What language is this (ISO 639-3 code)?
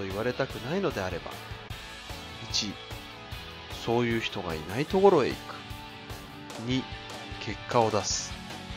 jpn